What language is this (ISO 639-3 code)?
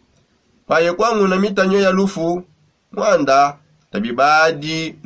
sop